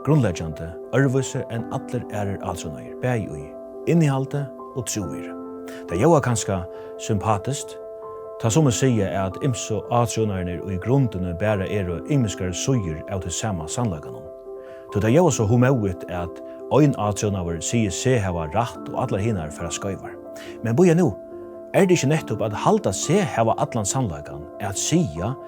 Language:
Faroese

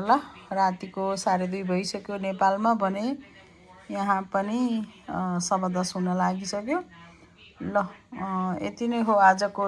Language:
Nepali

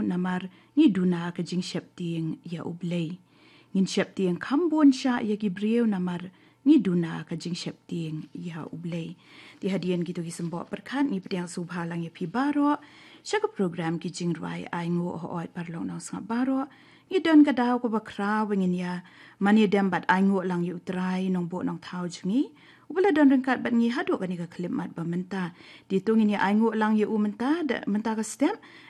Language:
Khasi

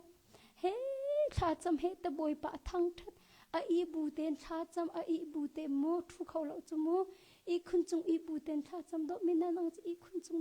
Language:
Hakha Chin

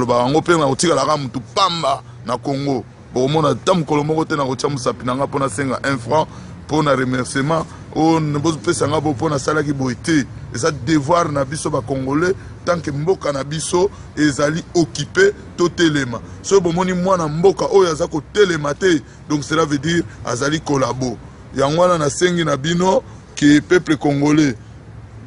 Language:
Lingala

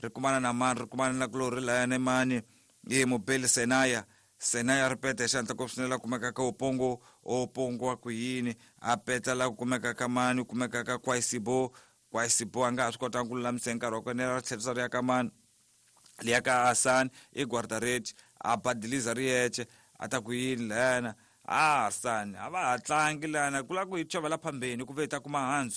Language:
Tsonga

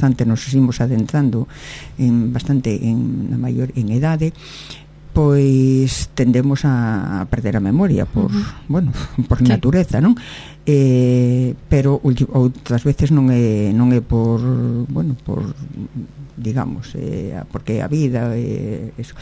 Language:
Galician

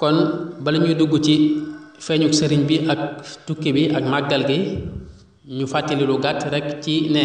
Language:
Wolof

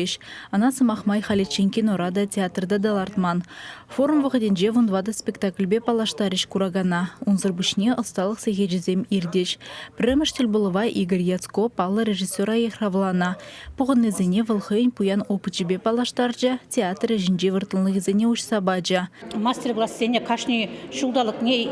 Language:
Chuvash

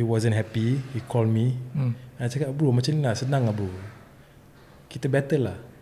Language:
Malay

